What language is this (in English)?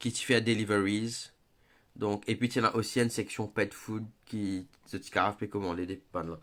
Morisyen